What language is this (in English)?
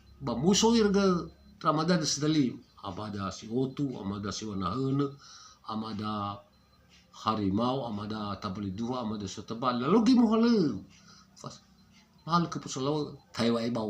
Nias